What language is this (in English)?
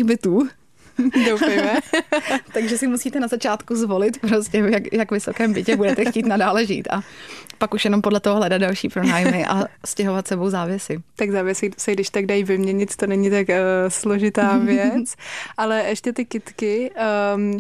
Czech